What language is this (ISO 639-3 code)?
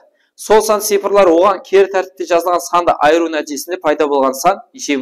kaa